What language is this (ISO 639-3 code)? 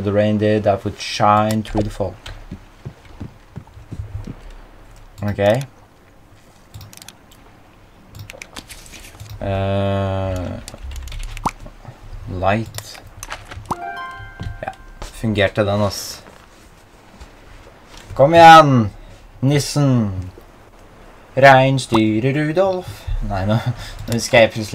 nor